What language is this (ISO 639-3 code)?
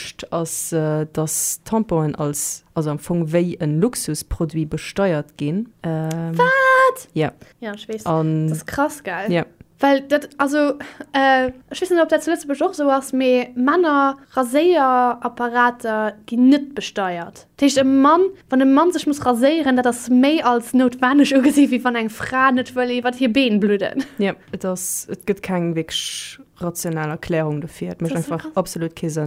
ltz